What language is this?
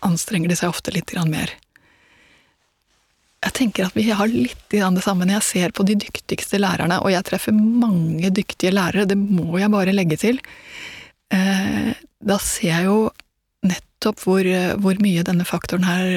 Norwegian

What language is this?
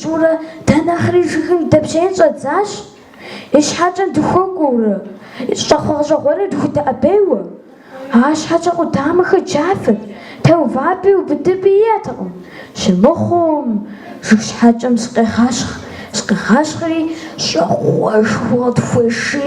Kabardian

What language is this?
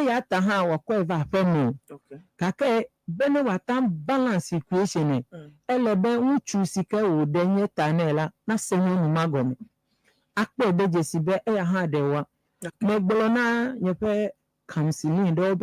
Ewe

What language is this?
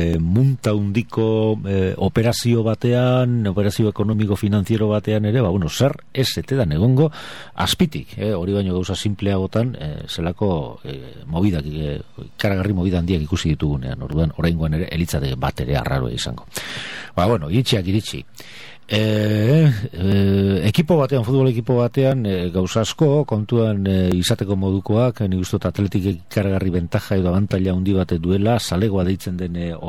Basque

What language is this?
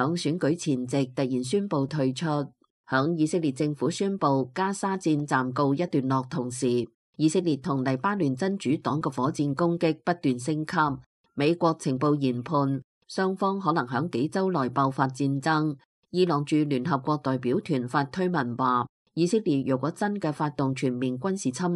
Cantonese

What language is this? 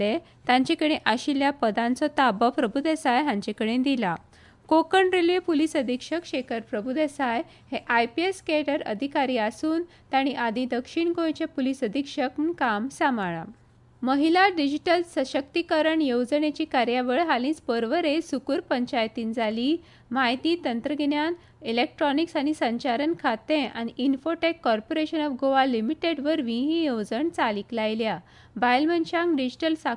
Konkani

